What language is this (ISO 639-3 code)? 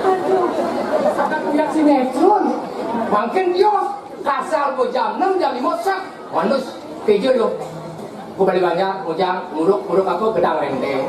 ban